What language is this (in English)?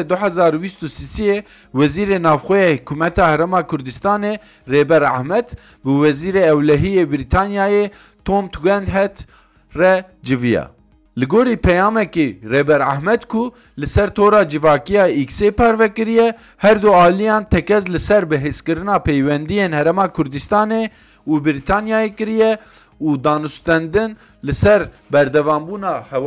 Kurdish